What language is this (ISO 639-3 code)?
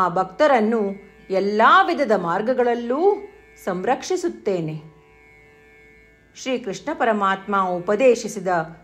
kan